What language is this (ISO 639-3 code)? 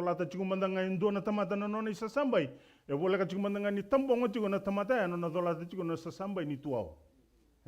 fij